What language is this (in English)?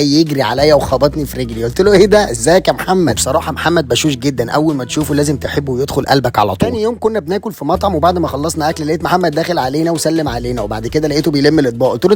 Egyptian Arabic